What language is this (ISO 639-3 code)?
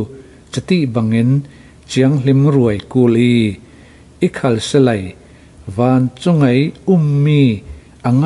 cfm